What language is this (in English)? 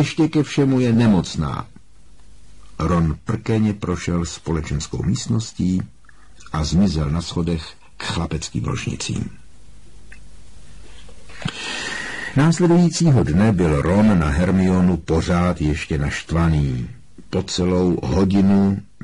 Czech